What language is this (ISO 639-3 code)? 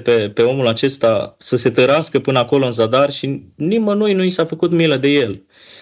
ron